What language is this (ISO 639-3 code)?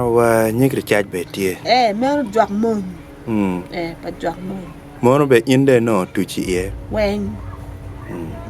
ach